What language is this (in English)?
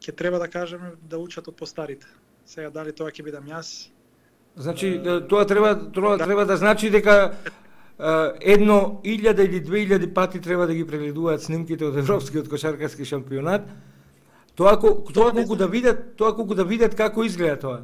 Macedonian